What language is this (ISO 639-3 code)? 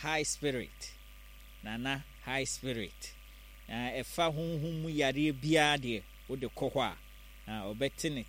aka